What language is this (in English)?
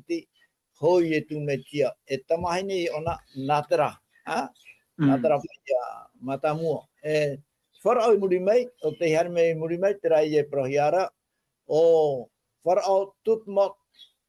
Tahitian